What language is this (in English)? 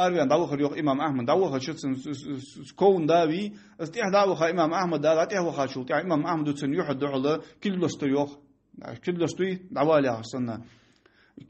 Ingush